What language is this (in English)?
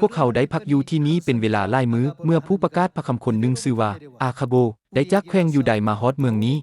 Lao